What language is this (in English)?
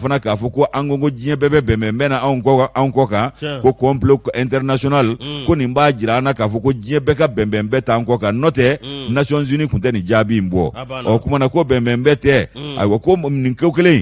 Bambara